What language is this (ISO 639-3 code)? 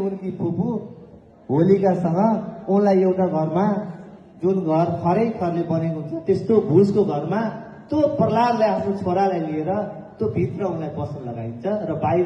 nep